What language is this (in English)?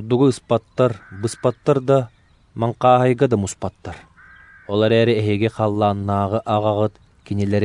Yakut